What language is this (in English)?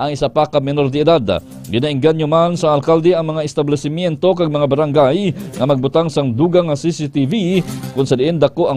Hiligaynon